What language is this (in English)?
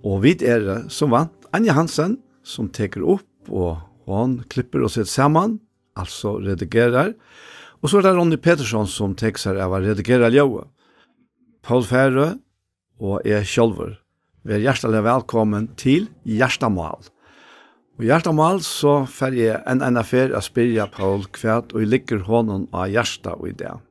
Faroese